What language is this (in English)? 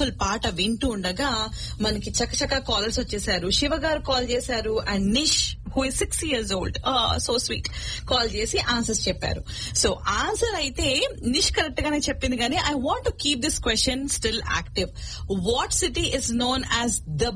Telugu